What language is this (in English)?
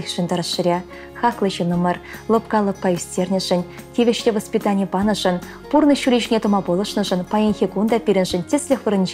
Chuvash